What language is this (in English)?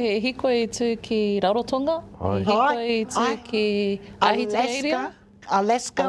Māori